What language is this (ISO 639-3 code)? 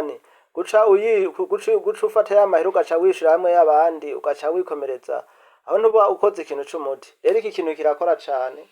run